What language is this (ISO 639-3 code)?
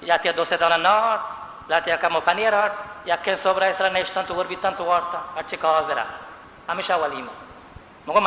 bal